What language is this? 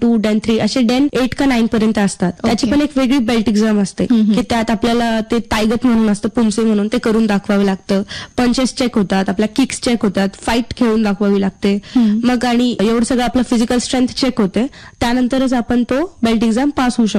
Marathi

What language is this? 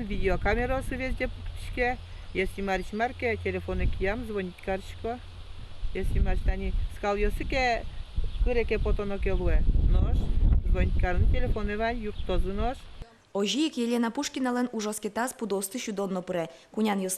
Udmurt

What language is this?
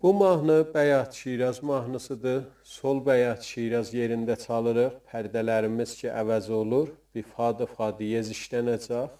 South Azerbaijani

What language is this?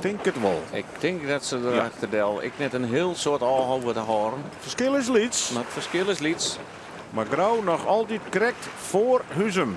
Western Frisian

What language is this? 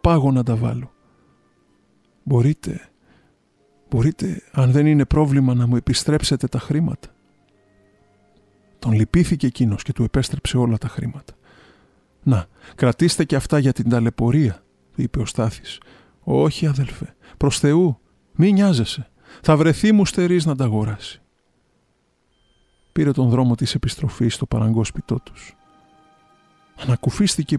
Greek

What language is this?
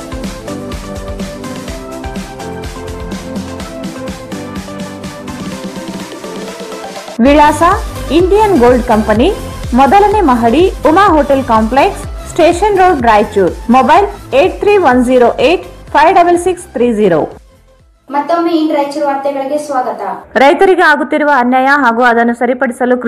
Kannada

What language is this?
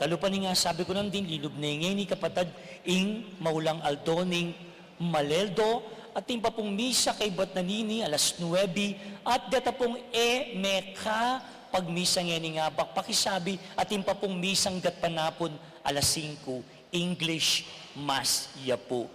Pampanga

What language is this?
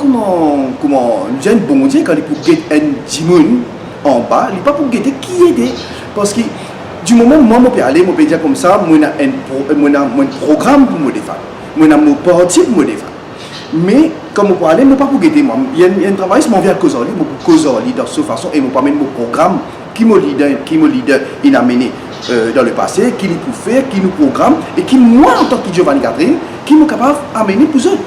Morisyen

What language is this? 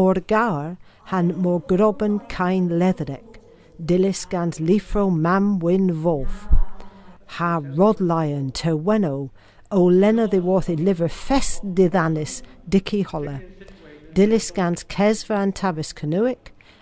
Cornish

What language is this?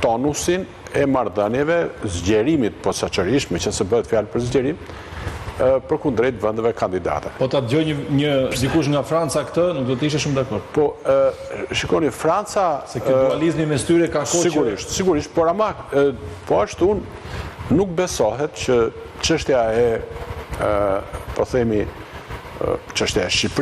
Albanian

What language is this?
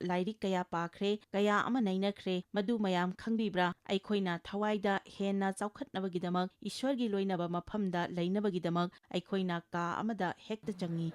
Manipuri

